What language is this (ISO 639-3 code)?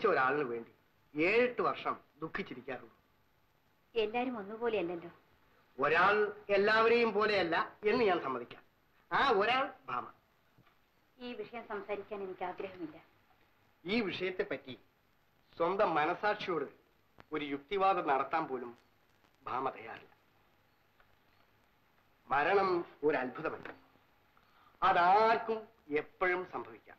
mal